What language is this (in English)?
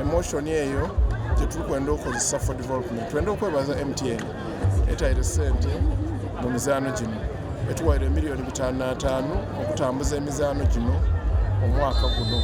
Soga